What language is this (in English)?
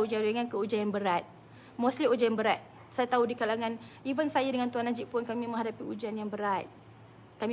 Malay